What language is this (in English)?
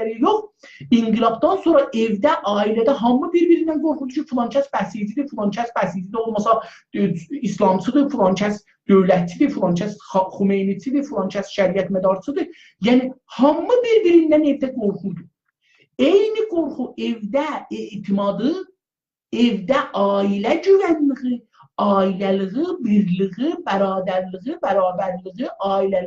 South Azerbaijani